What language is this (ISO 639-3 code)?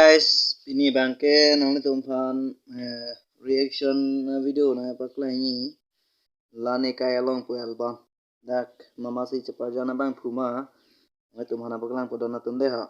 mjw